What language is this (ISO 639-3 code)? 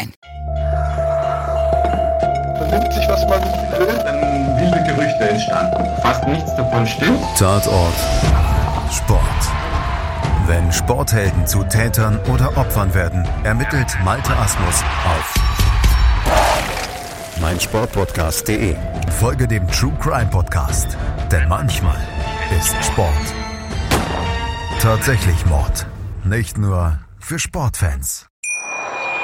deu